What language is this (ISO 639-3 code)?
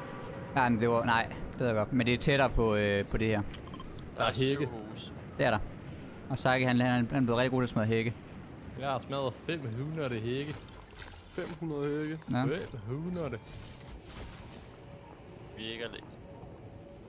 dan